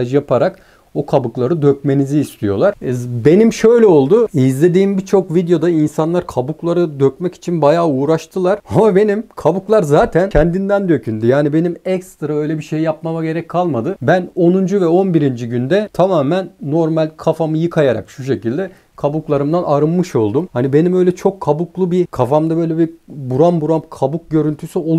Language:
Turkish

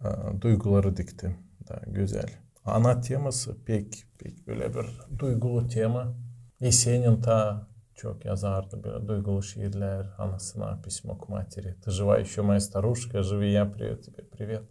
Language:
Gagauz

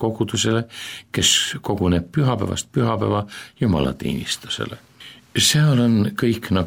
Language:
Estonian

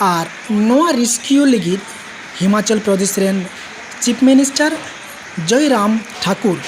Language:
Santali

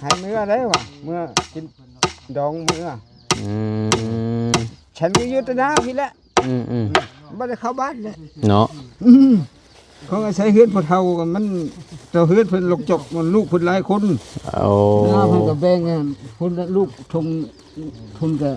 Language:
Northeastern Thai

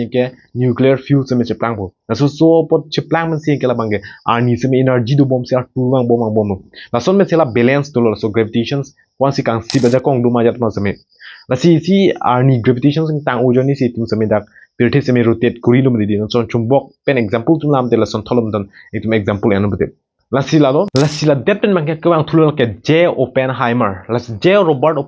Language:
Karbi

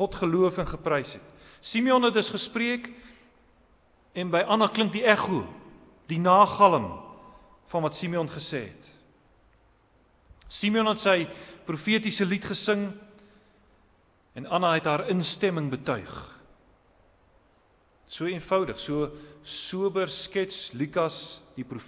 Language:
Afrikaans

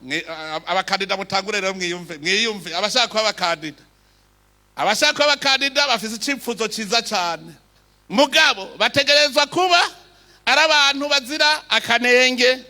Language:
Rundi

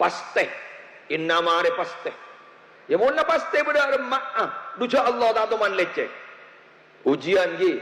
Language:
Madurese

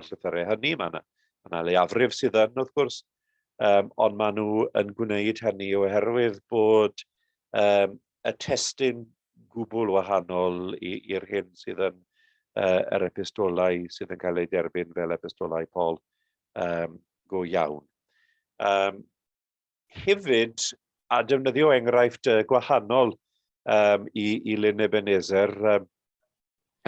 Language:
Welsh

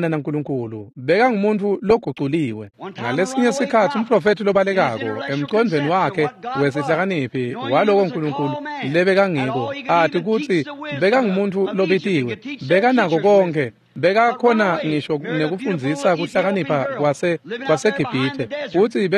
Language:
Swati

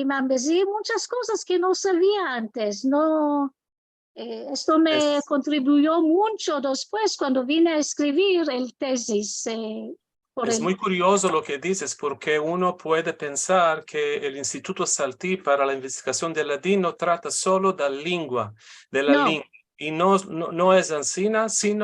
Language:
Ladino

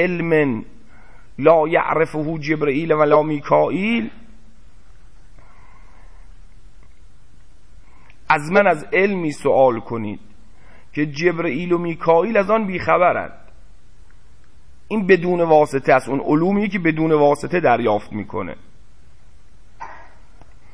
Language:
Persian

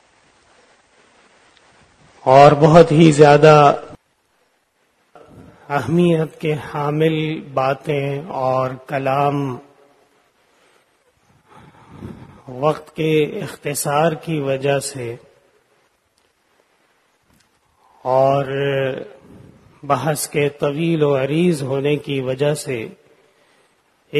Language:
Urdu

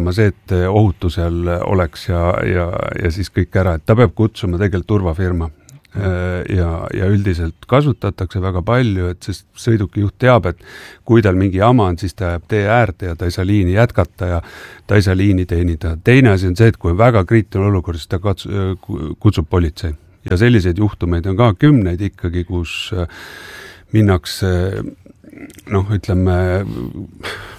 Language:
Estonian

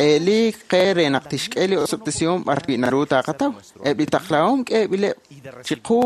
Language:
Kekchí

